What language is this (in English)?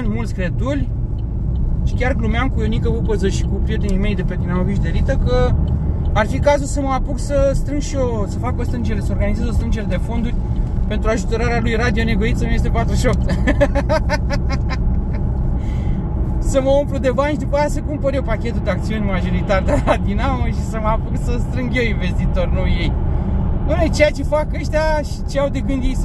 Romanian